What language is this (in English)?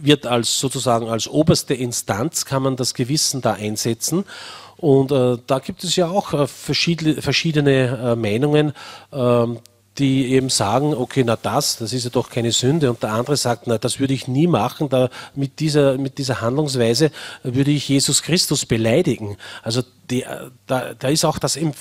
German